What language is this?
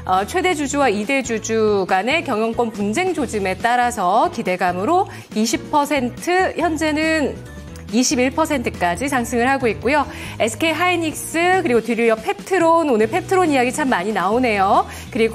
Korean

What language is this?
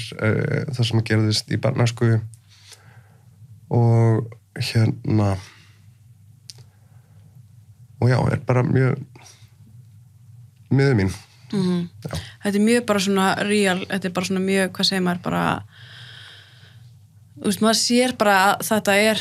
Icelandic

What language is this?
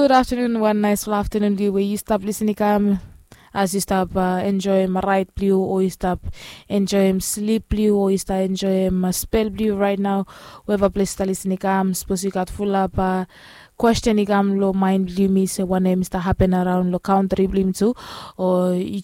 Bislama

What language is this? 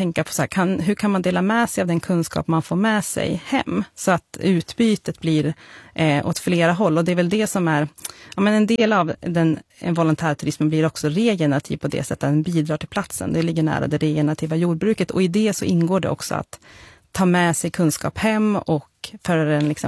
Swedish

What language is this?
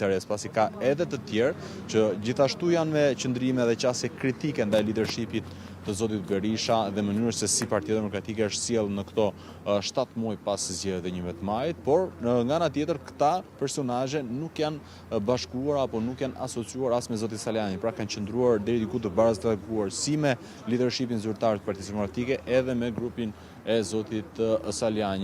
Albanian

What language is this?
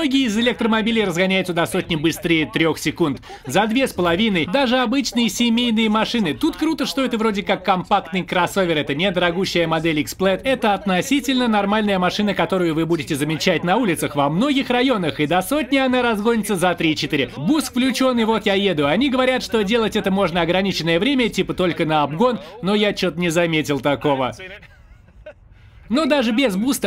Russian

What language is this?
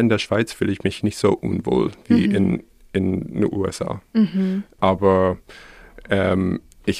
German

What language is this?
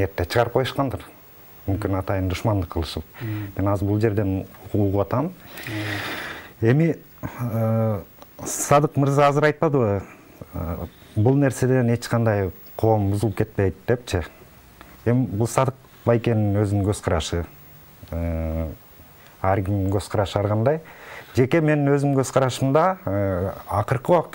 Kyrgyz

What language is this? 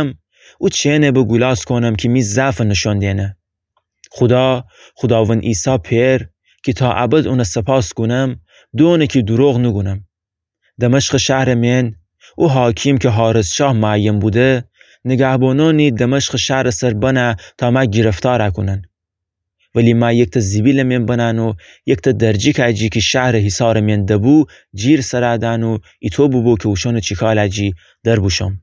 Gilaki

